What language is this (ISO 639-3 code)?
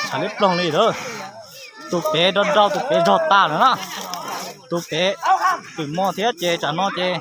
hmn